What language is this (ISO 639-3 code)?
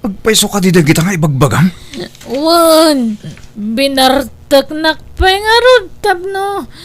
ilo